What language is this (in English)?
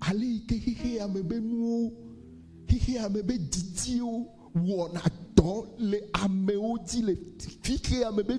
Ewe